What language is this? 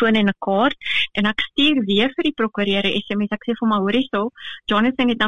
Afrikaans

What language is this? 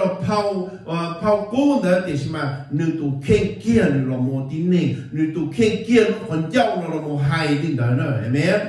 Vietnamese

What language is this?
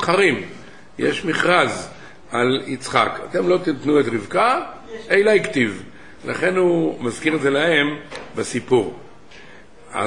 Hebrew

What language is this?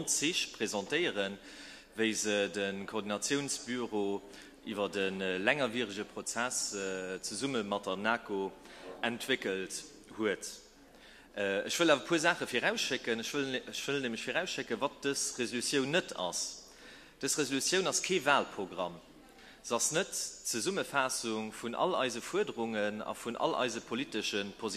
Luxembourgish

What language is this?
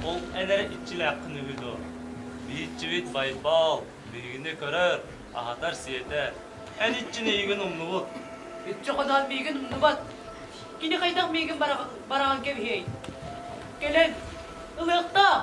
Yakut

